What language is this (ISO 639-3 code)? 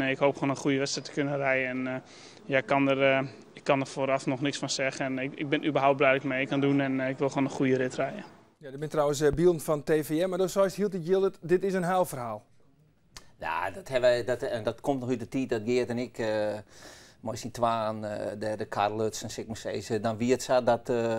fry